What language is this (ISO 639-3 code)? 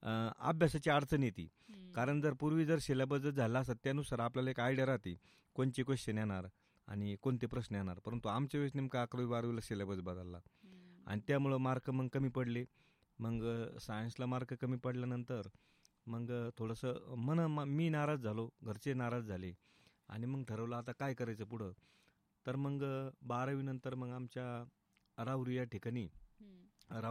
mar